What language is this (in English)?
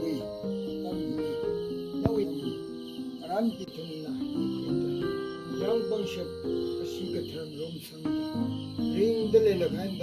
Tangkhul Naga (India)